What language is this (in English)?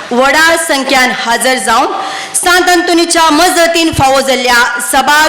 Konkani